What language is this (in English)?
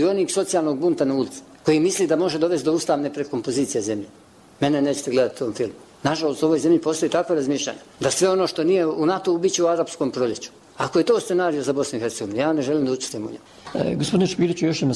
Bosnian